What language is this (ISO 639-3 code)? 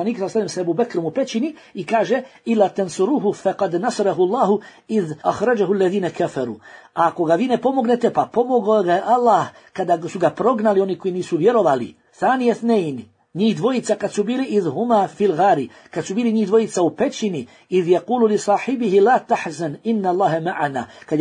bos